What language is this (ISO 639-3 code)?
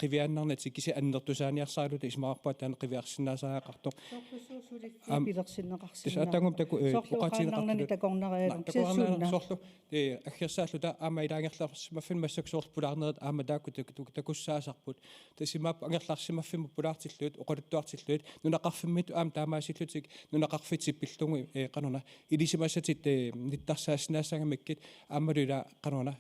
kal